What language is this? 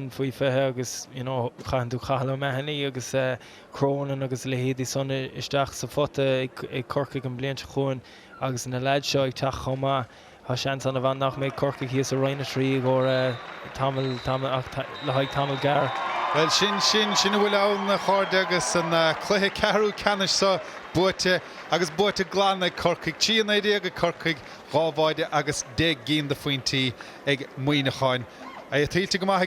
Irish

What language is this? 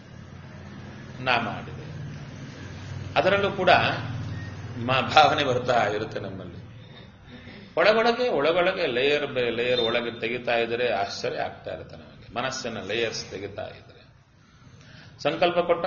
Kannada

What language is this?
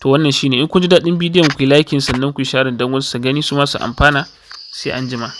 Hausa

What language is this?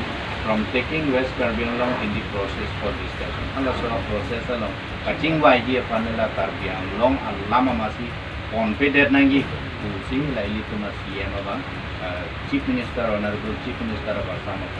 Karbi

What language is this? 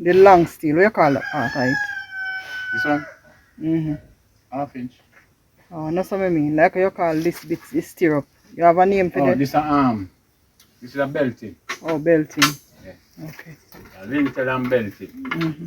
Jamaican Creole English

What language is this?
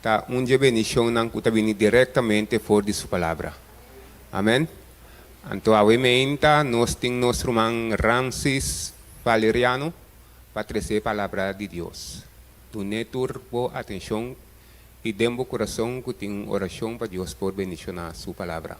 Papiamento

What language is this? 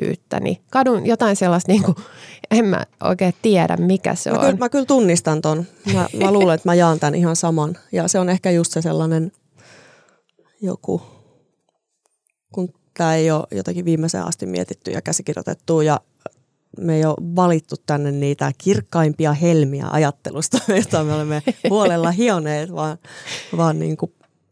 Finnish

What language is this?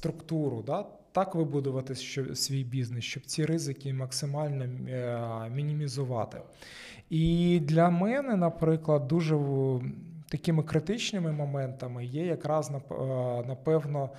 Ukrainian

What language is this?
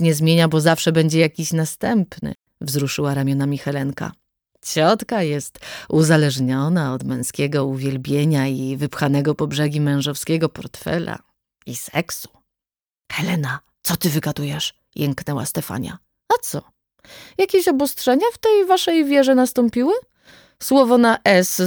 Polish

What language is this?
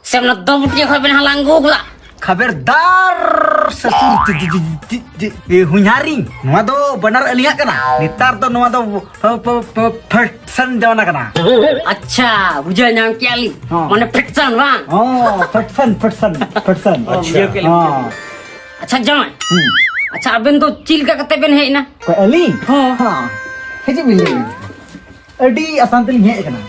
Santali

